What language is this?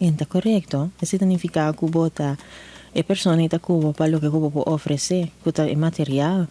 Papiamento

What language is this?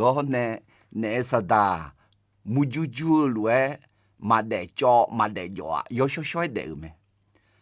Akha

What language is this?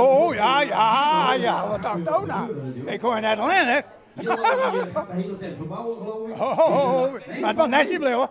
Western Frisian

